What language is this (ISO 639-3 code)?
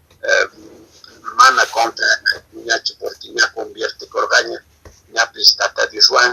que